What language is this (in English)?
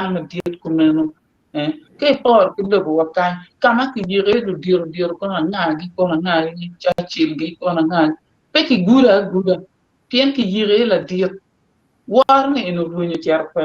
Acoli